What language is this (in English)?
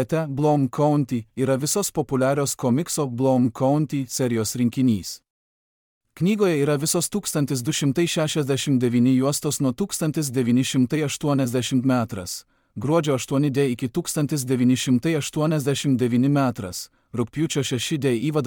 Lithuanian